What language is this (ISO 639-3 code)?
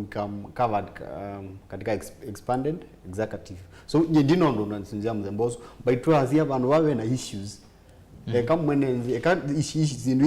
kam